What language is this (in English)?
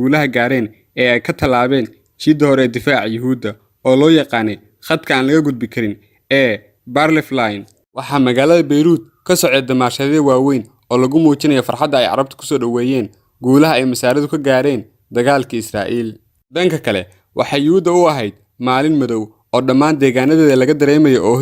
Somali